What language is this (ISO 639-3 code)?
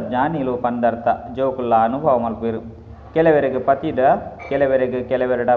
tcy